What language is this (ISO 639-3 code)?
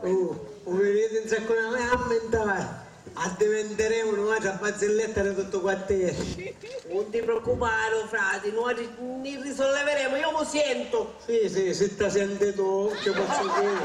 scn